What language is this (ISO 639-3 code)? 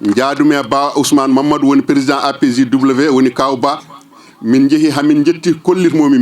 ful